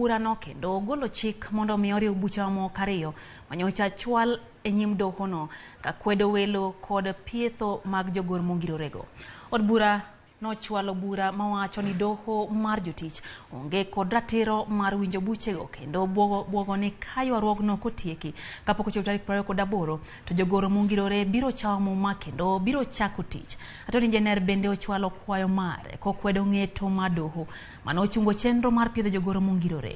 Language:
Luo (Kenya and Tanzania)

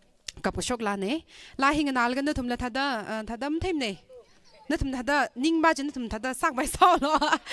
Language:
Tangkhul Naga (India)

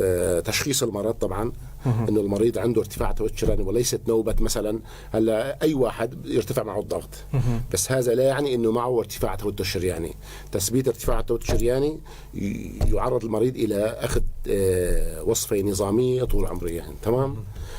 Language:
North Levantine Arabic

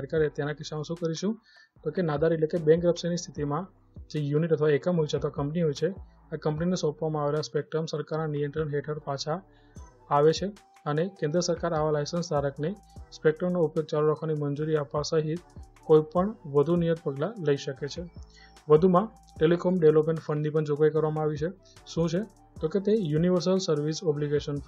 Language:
Gujarati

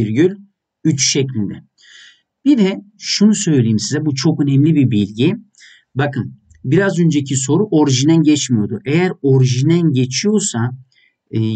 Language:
Turkish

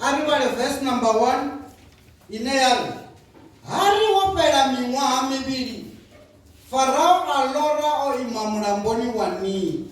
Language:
Venda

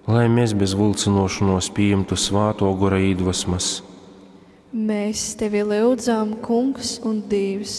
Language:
Latgalian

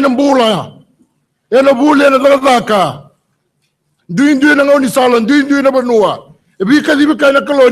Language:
Fijian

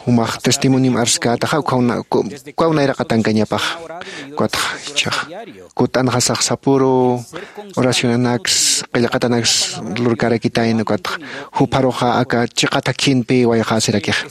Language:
Aymara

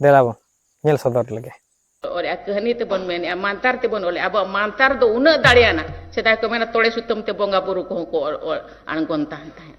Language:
Santali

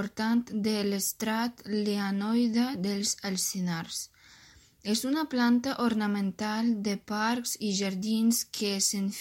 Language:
Catalan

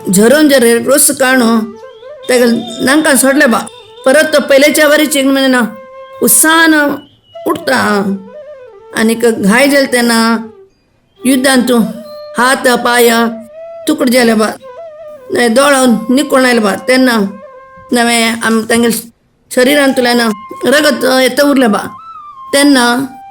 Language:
Konkani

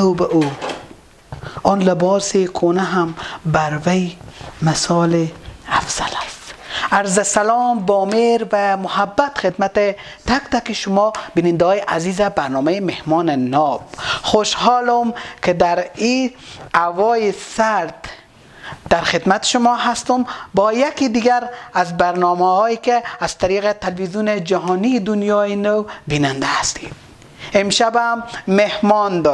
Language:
Persian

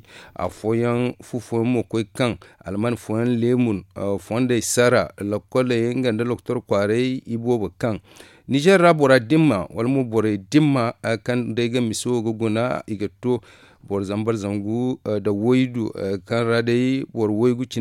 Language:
Zarma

